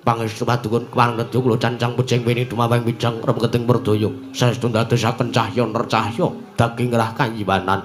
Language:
Javanese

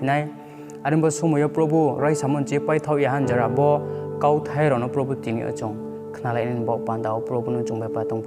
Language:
Riang (India)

